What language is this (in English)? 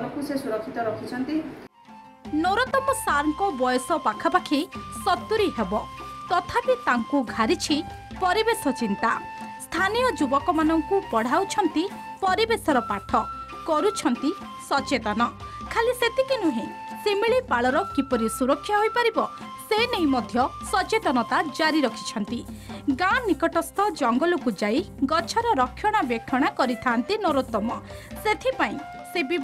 Odia